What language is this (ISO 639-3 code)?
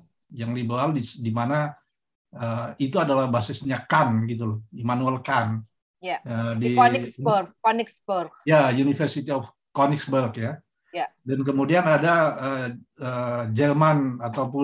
ind